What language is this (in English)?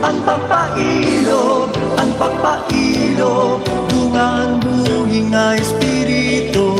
Waray